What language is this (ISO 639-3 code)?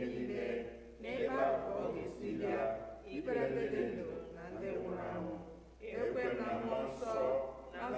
ibo